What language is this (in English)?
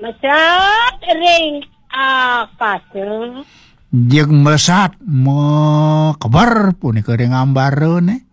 Balinese